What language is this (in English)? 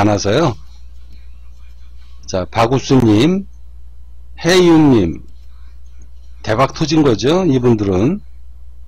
Korean